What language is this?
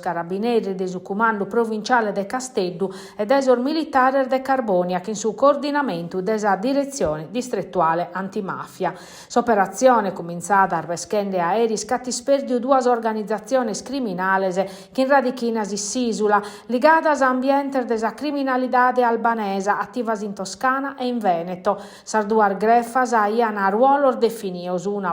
Sardinian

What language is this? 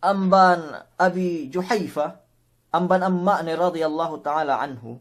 Yakan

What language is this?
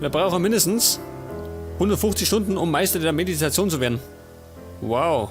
Bavarian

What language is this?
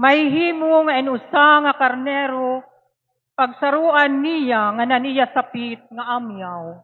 Waray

